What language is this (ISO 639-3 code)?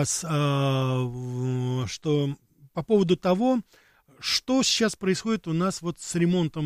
rus